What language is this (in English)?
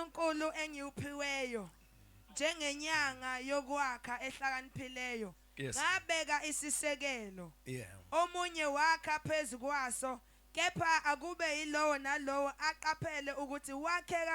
Zulu